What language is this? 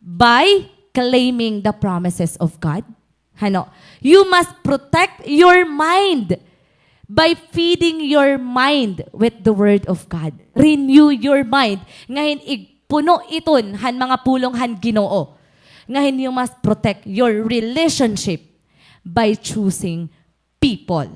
Waray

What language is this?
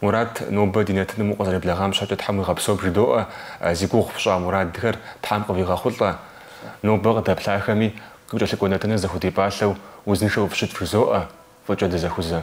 Kabardian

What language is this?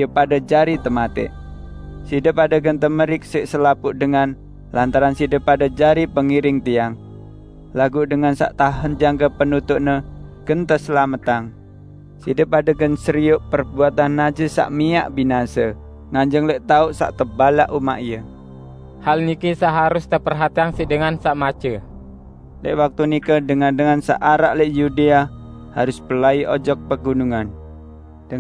Sasak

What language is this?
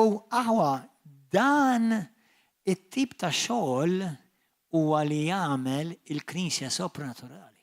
Maltese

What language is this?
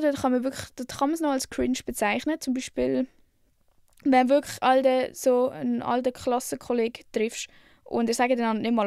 Swiss German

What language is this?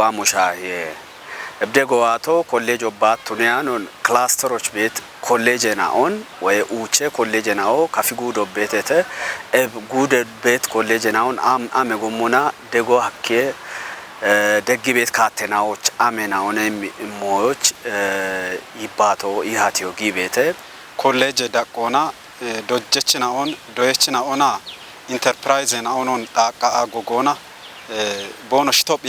Kafa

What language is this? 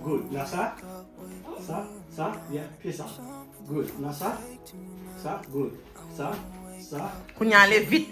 Haitian Creole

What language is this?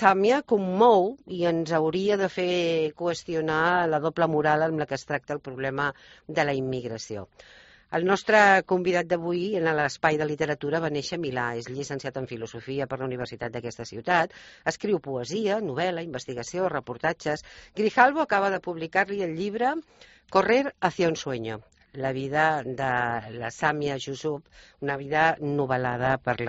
Catalan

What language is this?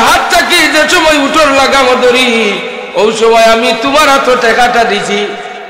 Sylheti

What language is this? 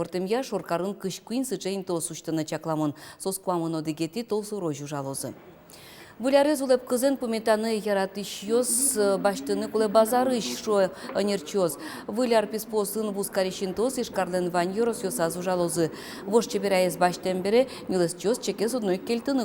Udmurt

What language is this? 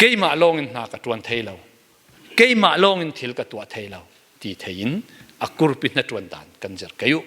Falam Chin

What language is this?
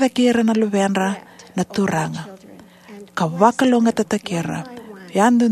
Fijian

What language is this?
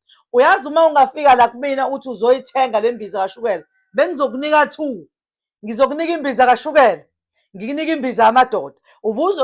Zulu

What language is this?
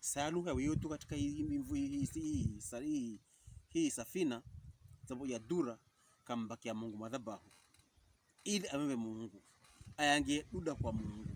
Pokomo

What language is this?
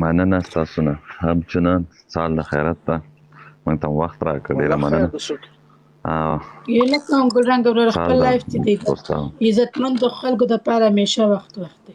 Pashto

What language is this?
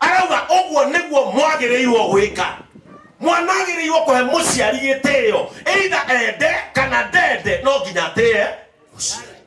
Kikuyu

